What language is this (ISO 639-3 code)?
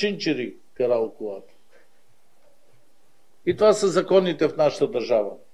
bul